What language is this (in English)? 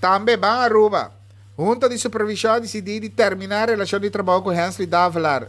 Papiamento